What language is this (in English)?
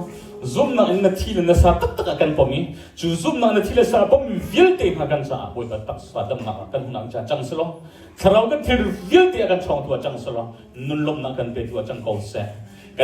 Hakha Chin